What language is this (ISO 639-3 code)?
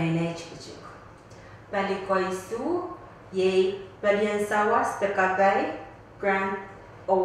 pon